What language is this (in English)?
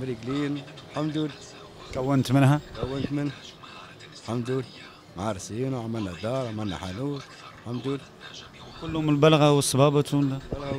Tunisian Arabic